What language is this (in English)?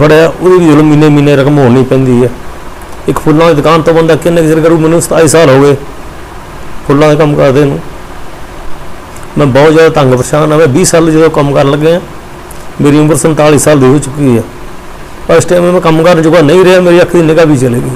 Punjabi